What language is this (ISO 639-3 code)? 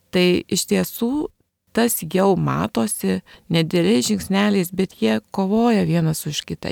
lit